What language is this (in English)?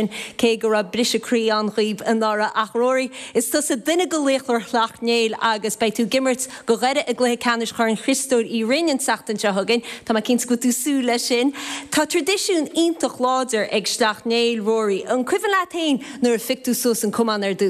Irish